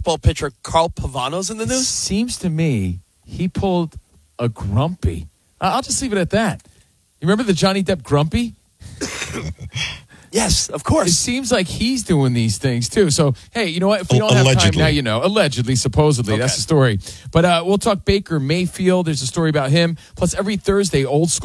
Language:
English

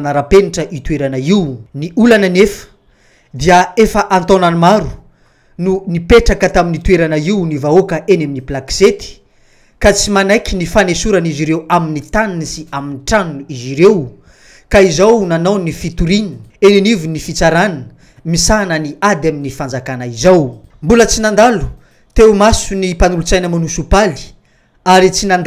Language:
Malagasy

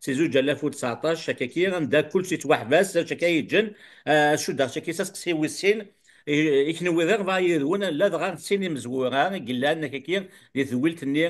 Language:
Kabyle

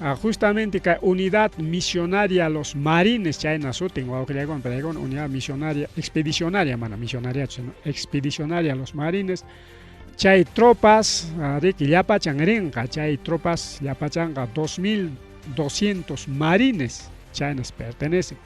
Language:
Ayacucho Quechua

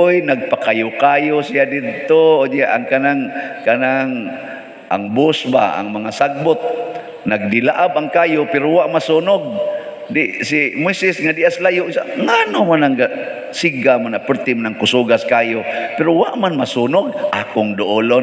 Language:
Cebuano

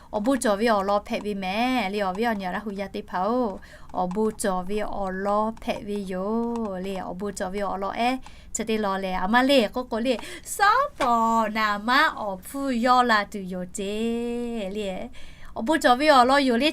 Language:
Lahu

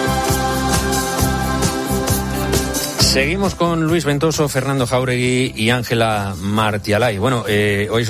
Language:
Spanish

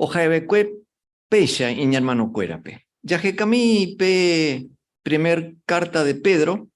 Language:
Guarani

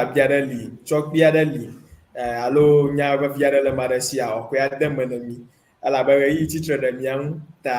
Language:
Ewe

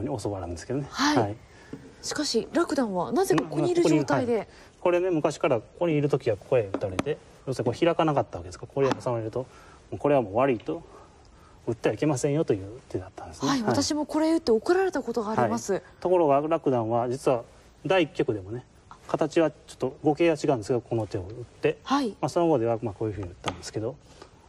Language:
Japanese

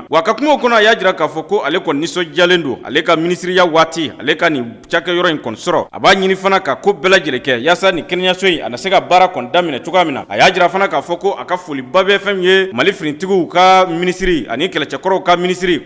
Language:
Bambara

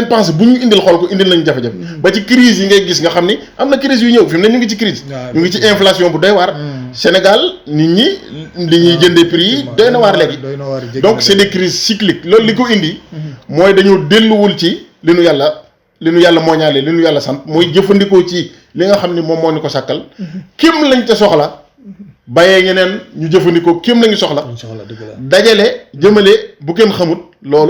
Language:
Wolof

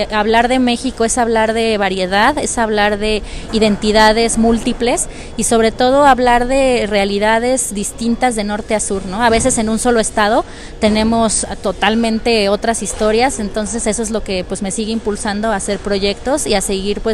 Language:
Spanish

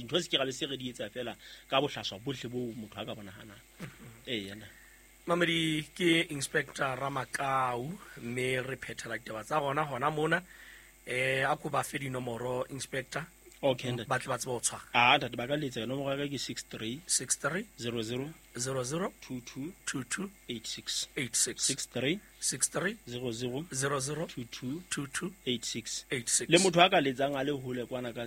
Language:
Southern Sotho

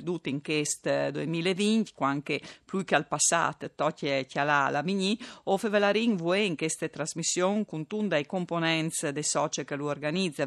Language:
Friulian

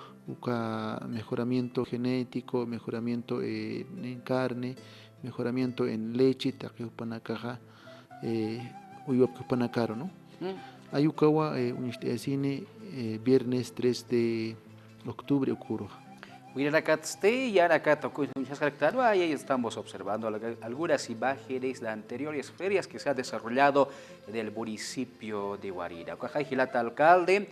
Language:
Aymara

